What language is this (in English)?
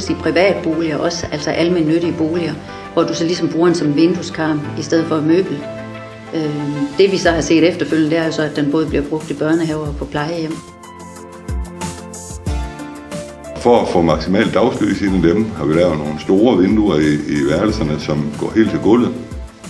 Danish